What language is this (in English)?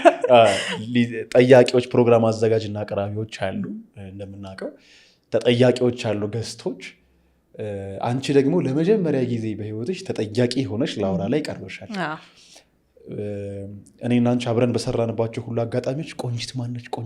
Amharic